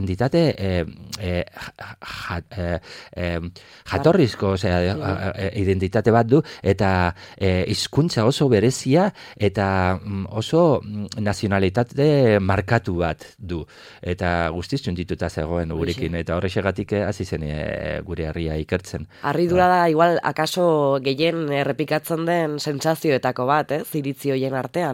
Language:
Basque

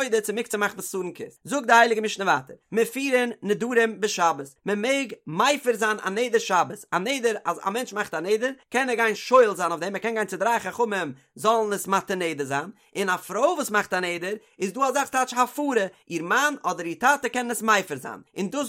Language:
Yiddish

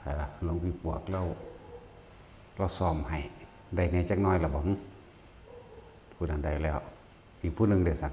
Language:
Northeastern Thai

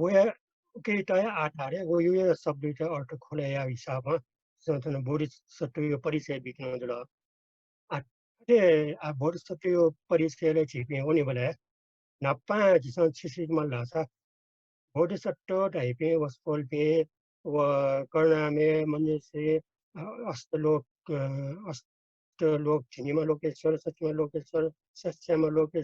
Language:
Newari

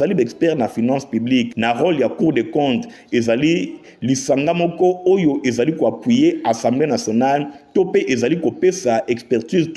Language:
Lingala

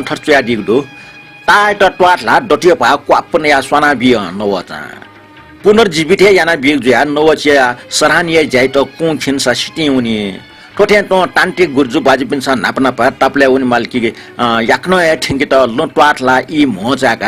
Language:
Newari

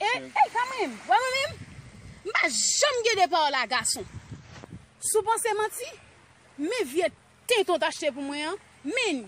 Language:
Haitian Creole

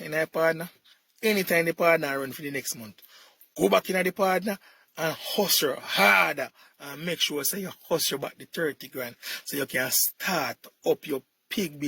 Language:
Jamaican Creole English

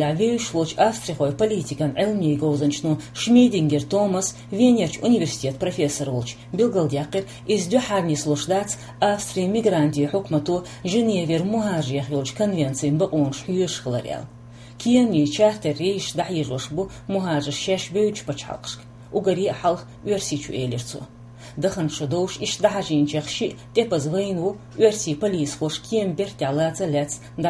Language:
Chechen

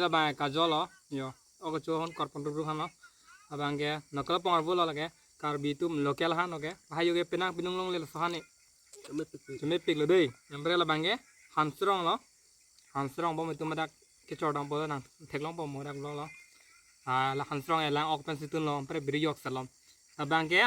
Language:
Karbi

